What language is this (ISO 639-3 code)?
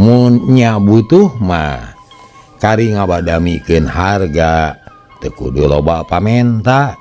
sun